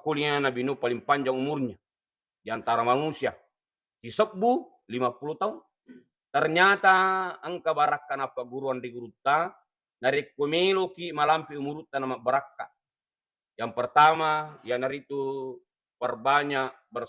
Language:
Buginese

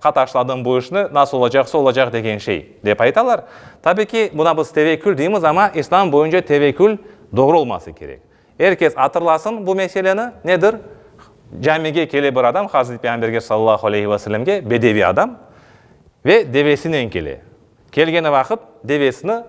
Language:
Crimean Tatar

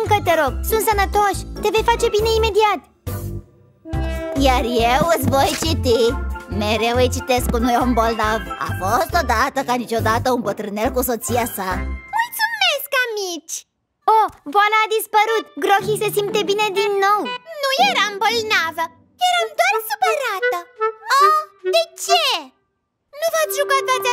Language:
Romanian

